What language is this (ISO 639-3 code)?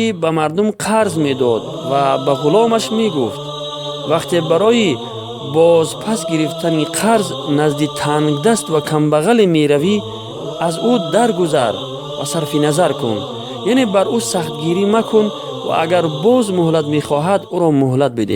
tgk